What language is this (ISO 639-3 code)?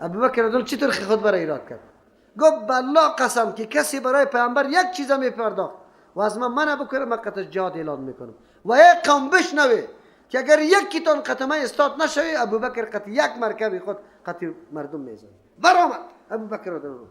fas